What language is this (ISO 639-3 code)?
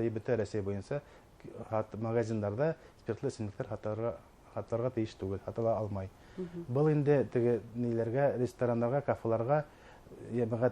bak